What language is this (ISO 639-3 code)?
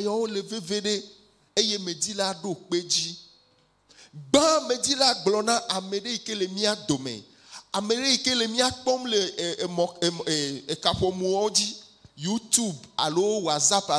ewe